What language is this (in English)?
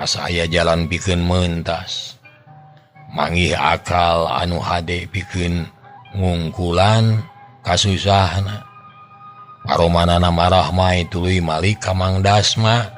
Sundanese